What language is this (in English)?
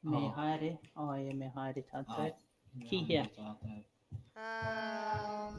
Māori